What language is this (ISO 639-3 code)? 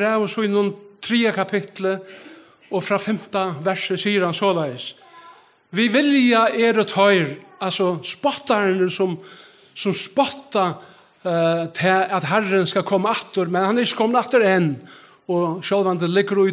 fao